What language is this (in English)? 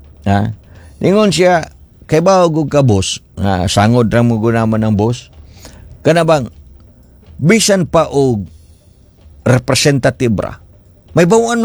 Cebuano